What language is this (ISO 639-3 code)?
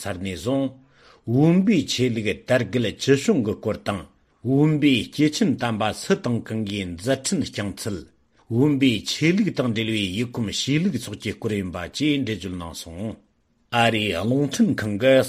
bod